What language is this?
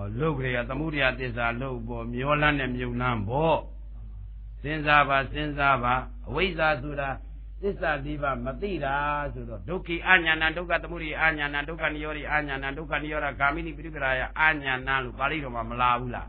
Burmese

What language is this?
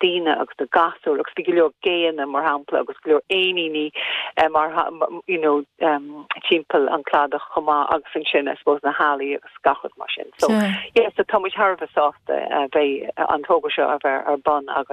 Irish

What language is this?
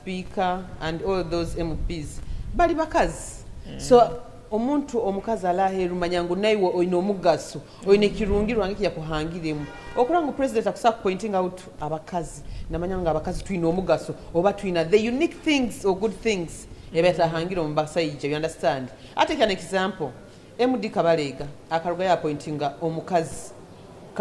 Nyoro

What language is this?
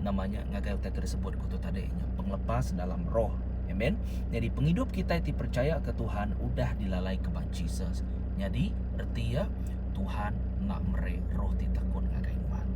Iban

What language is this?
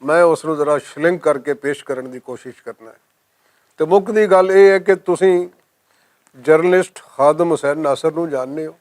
Western Panjabi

